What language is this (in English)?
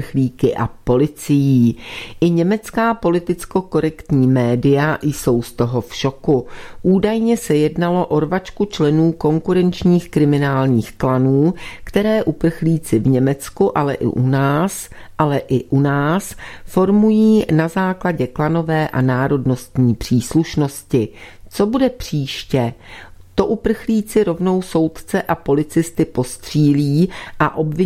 Czech